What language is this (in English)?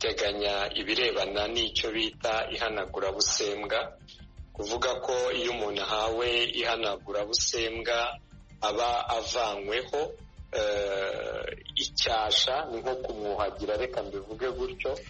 Kinyarwanda